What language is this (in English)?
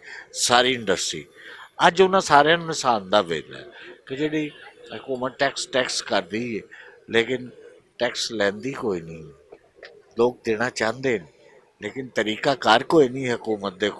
Western Panjabi